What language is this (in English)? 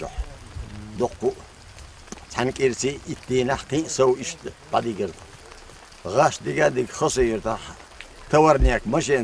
Chechen